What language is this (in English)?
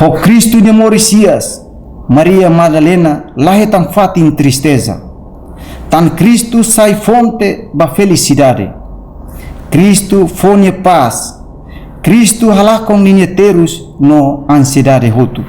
Tetum